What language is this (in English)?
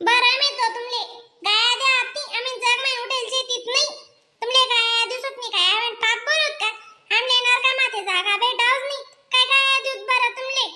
Khandesi